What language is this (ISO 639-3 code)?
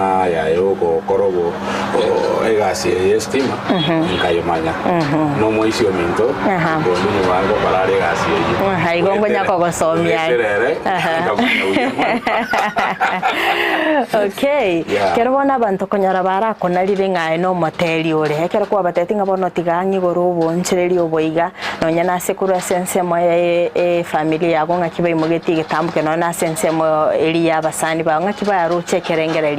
guz